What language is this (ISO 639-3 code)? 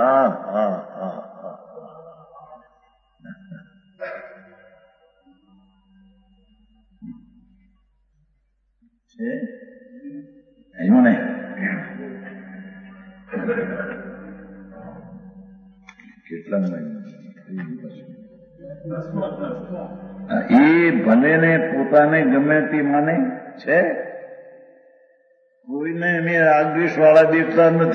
guj